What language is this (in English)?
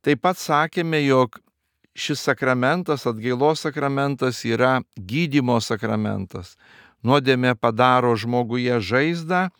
Lithuanian